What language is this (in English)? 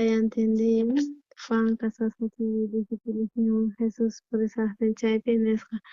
South Bolivian Quechua